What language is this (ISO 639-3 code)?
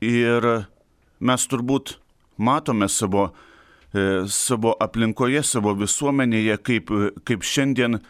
lit